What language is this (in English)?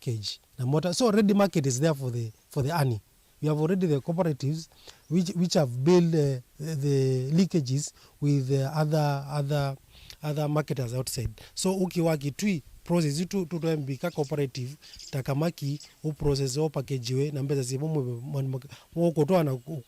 Kamba